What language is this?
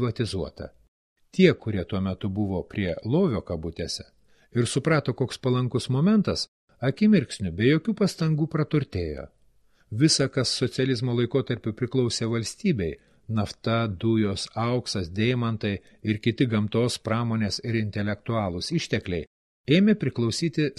Lithuanian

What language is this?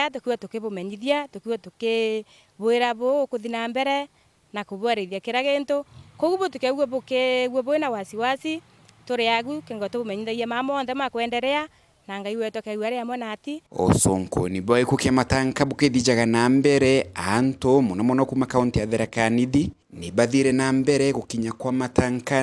Meru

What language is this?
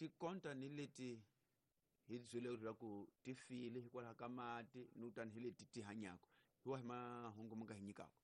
Tsonga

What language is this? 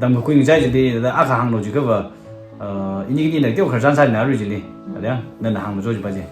Tangkhul Naga (India)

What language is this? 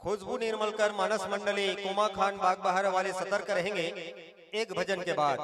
Chhattisgarhi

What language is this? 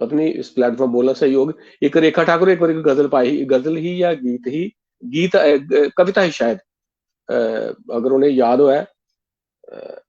Dogri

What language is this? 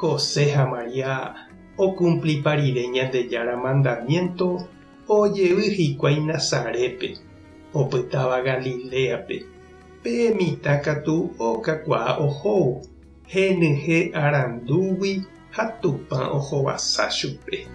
Guarani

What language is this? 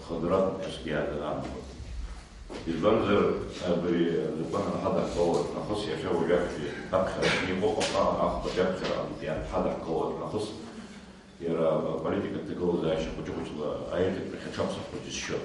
Abkhazian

